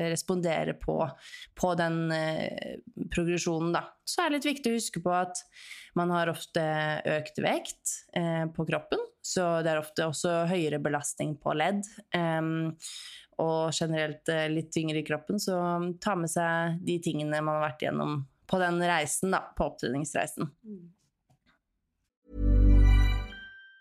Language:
Norwegian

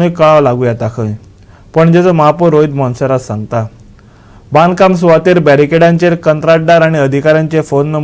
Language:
Konkani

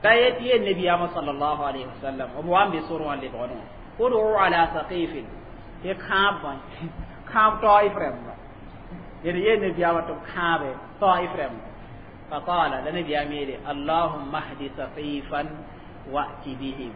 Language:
Mossi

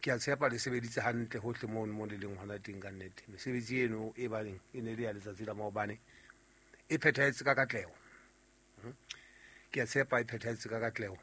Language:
Southern Sotho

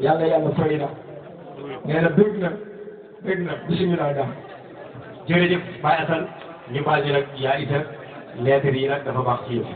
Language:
Wolof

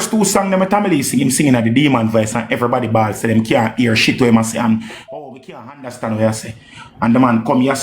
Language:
Jamaican Creole English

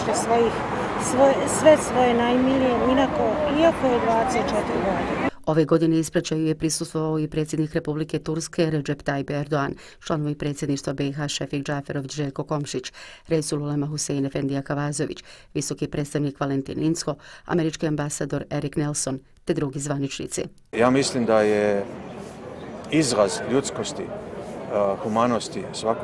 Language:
Bosnian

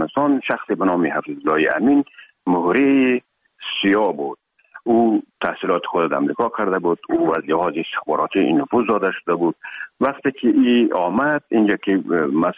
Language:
Persian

